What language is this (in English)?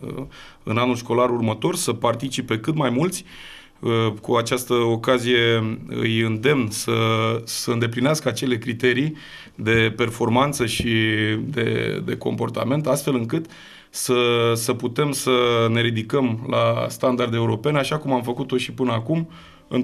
Romanian